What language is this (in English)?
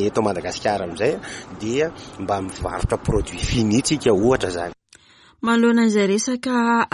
Malagasy